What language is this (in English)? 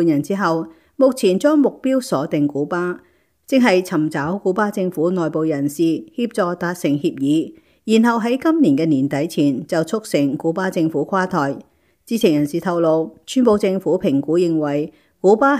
Cantonese